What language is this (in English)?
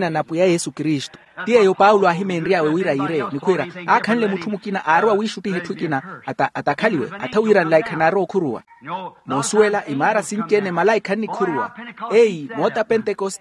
Makhuwa